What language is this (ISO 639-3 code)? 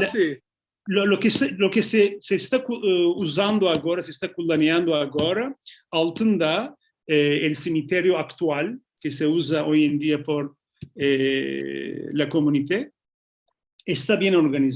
lad